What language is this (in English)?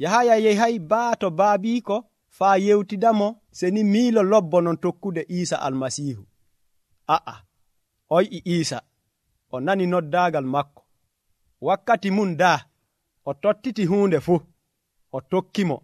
Nigerian Fulfulde